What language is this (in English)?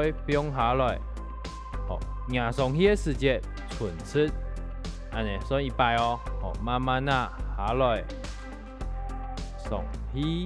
Hakka Chinese